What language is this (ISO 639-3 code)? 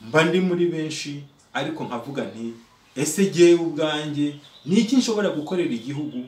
kin